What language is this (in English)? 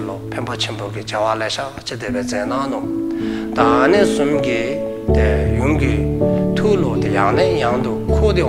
Dzongkha